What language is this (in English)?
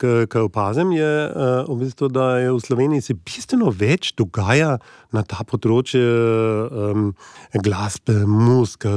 Slovenian